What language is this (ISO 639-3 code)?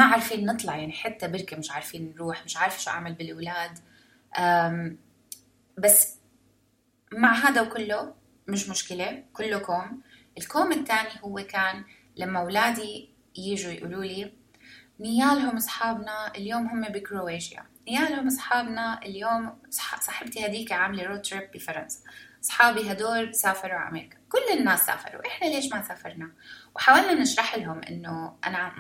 apc